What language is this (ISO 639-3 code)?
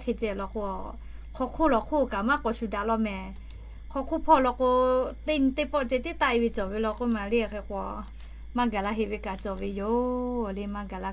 lhu